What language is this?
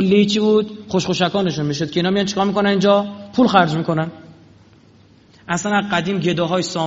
Persian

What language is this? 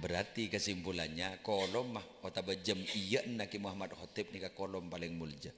Madurese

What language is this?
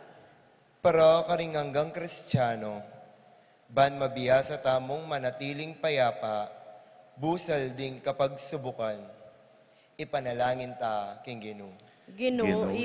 Pampanga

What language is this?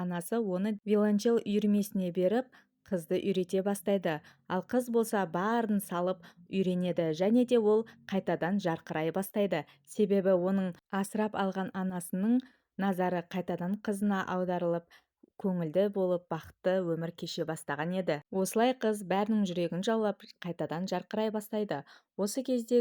Kazakh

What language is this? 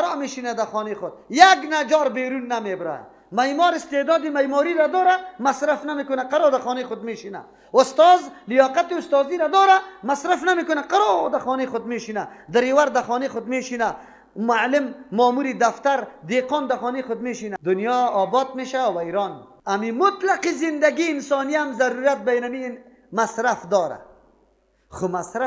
Persian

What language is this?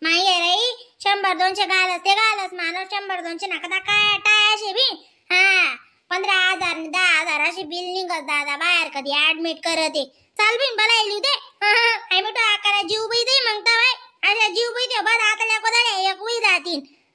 Khandesi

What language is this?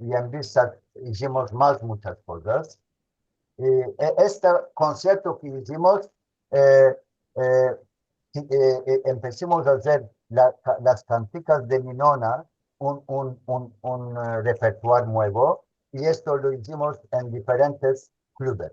Ladino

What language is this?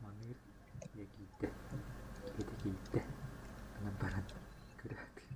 Yakut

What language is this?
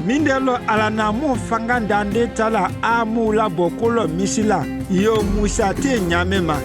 Konyanka Maninka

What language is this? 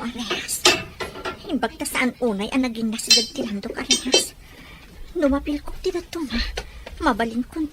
Iloko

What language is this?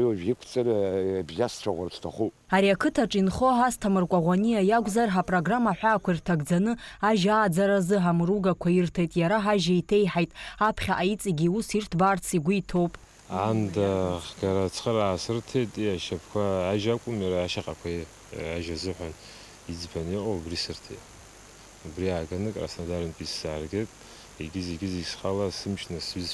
Abkhazian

